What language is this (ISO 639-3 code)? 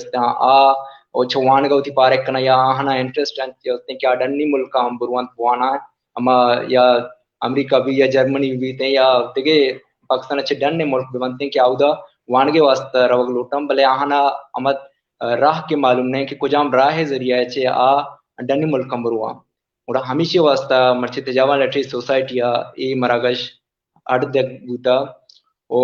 bal